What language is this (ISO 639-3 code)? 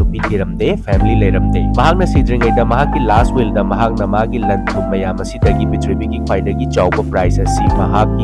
mni